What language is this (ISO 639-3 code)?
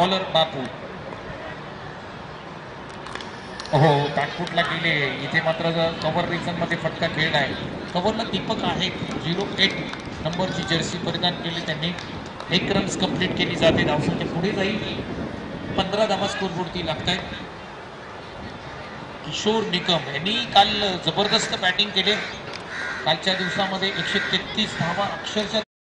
mar